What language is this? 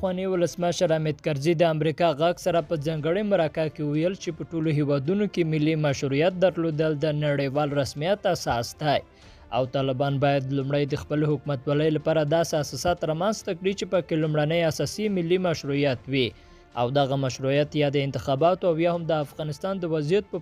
Pashto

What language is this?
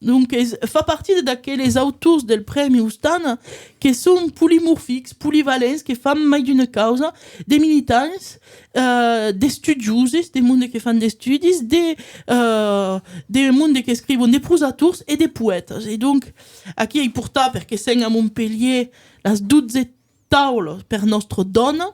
Occitan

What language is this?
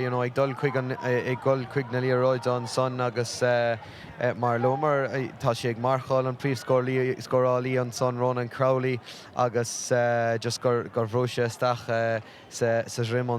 Irish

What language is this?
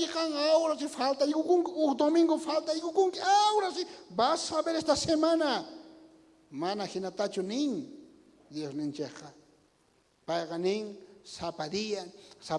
South Bolivian Quechua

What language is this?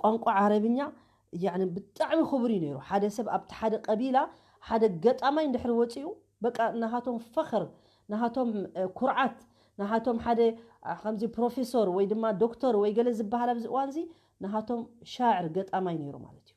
Tigrinya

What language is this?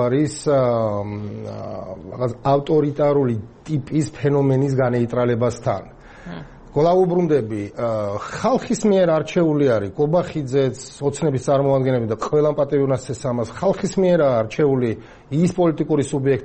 Georgian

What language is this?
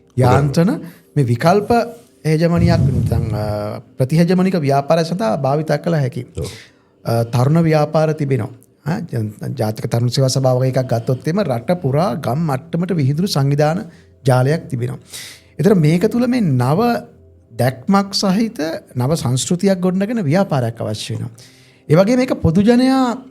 Sinhala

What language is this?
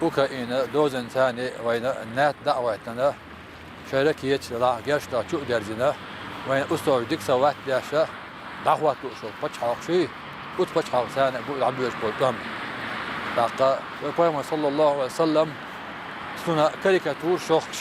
Chechen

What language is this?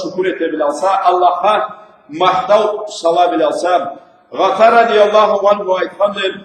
Karachay-Balkar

